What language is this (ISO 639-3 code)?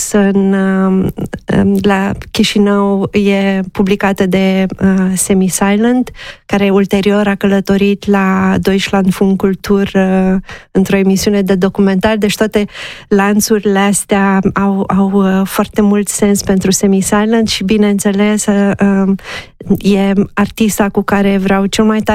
ron